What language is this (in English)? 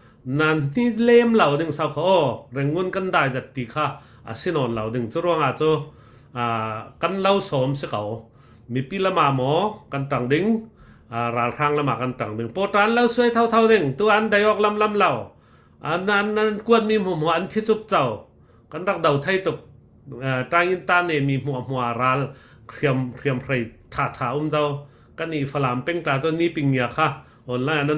Falam Chin